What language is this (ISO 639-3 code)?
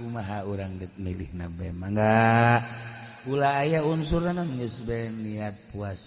sun